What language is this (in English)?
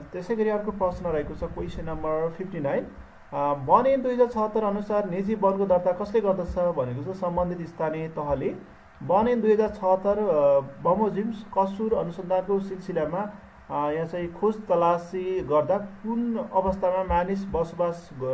Nepali